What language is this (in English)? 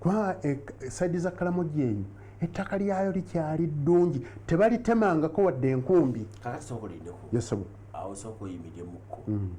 Ganda